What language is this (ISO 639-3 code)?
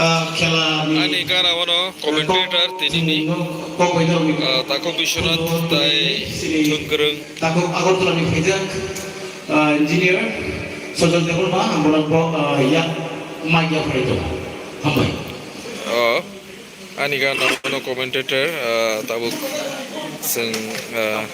trp